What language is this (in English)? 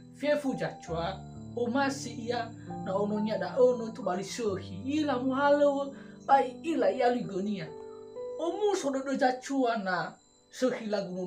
Nias